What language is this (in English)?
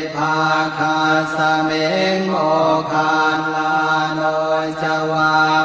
Pali